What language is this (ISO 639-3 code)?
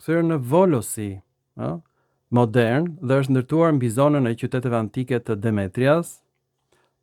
sqi